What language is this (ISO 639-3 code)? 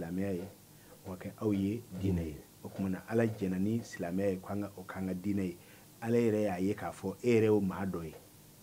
bam